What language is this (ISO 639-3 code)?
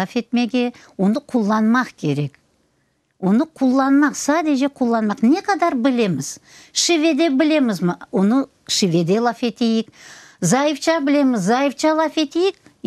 crh